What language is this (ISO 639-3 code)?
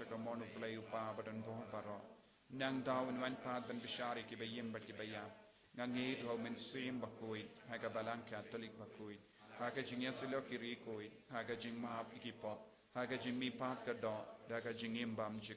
kha